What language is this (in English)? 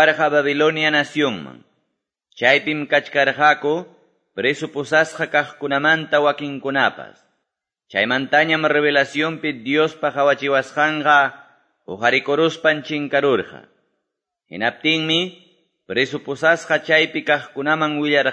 Quechua